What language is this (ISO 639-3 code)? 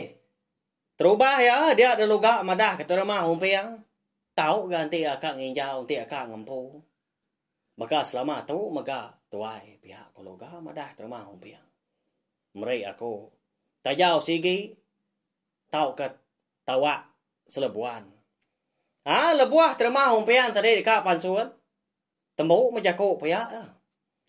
iba